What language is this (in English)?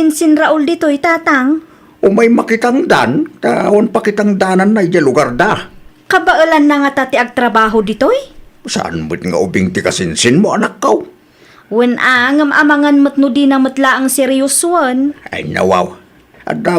Iloko